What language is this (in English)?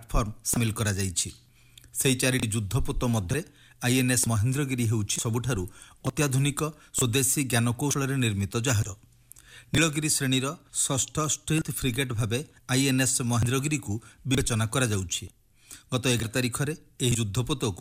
Odia